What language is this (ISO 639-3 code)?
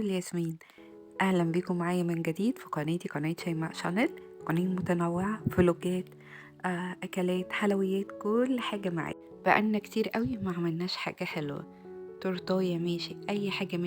arz